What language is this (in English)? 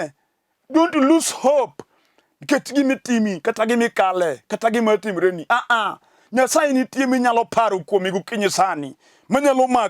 Luo (Kenya and Tanzania)